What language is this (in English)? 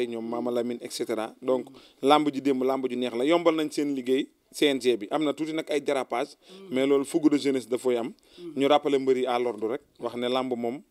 Wolof